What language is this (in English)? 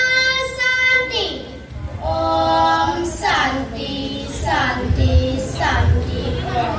Balinese